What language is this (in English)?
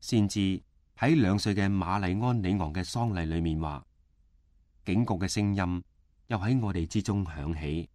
Cantonese